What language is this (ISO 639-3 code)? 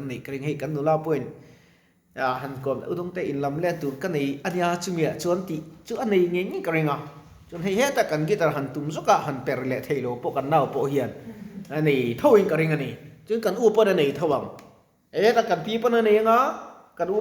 lus